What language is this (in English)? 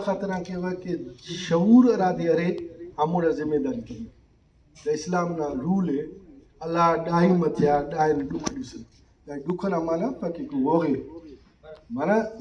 Brahui